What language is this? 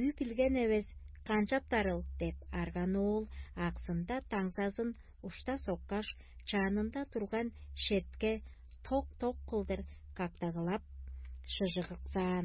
Tuvinian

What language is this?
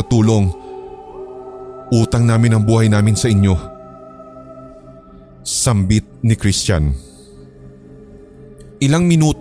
Filipino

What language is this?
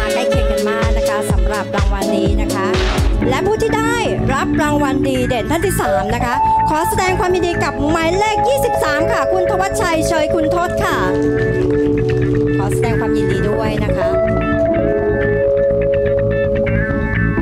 Thai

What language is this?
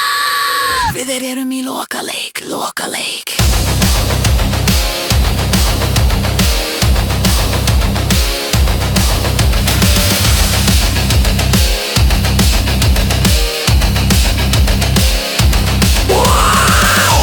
Icelandic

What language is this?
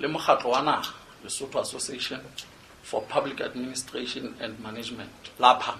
Southern Sotho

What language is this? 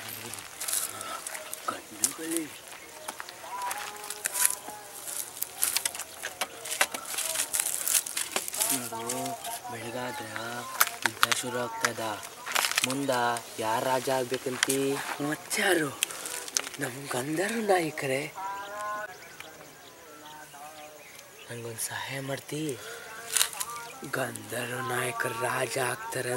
Kannada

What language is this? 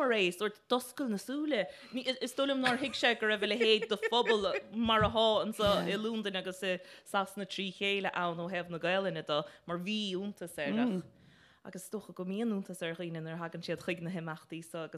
Irish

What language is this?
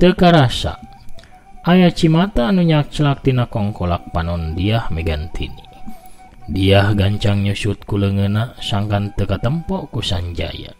Sundanese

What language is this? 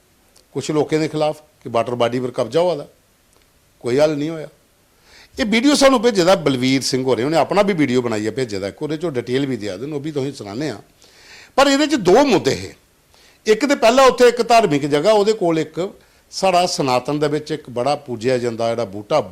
Dogri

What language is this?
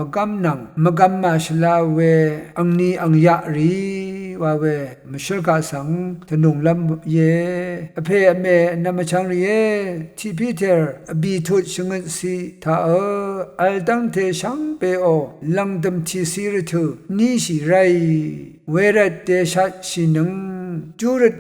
Rawang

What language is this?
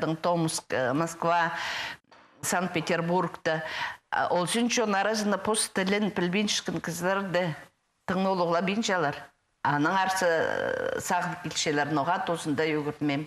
Khakas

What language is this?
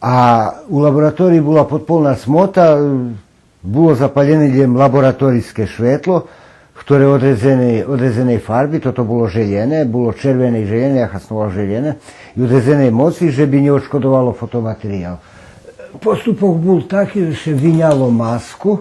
Rusyn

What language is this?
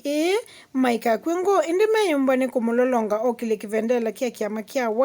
Kamba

